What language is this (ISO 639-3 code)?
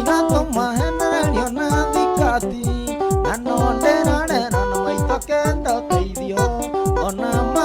kik